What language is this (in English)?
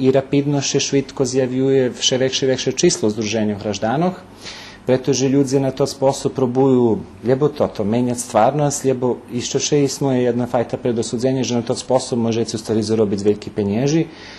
Rusyn